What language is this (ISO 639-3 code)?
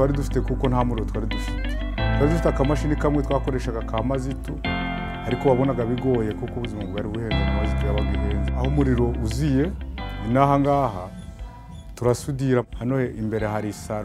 kin